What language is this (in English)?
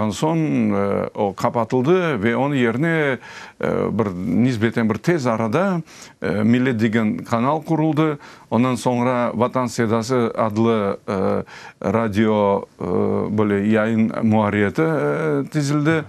Crimean Tatar